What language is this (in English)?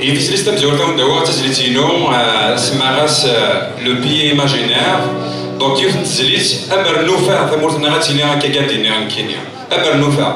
Kabyle